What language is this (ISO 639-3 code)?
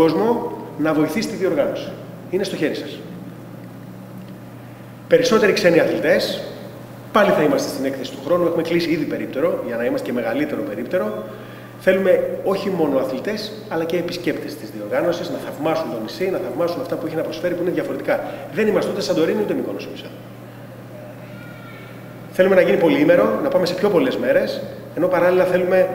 ell